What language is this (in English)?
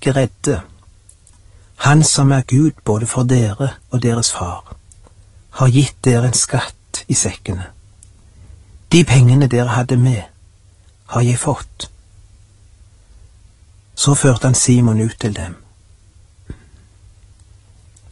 Norwegian